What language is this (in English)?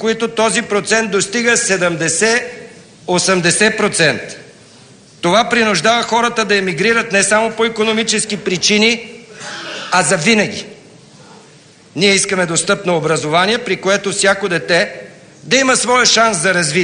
Bulgarian